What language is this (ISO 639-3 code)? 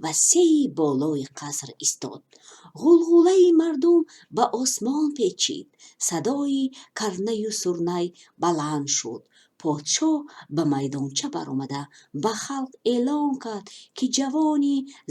tgk